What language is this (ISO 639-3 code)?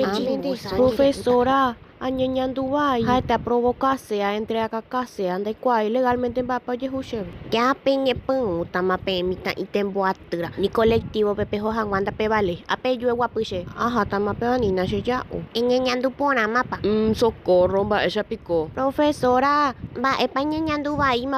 grn